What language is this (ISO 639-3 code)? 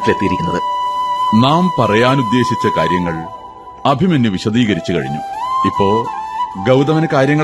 mal